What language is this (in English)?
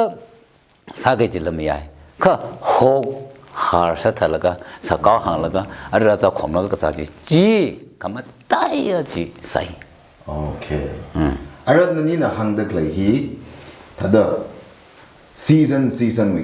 Tangkhul Naga (India)